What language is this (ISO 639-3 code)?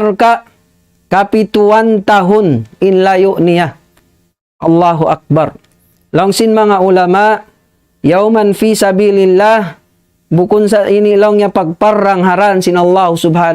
tsg